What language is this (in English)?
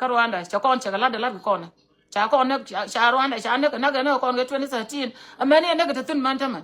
Nuer